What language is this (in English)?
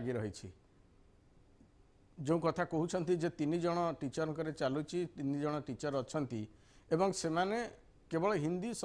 Odia